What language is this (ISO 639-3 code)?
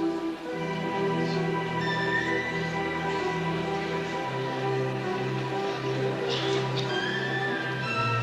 ady